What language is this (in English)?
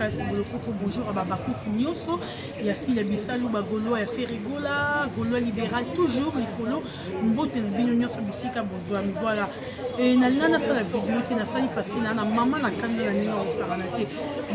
Lingala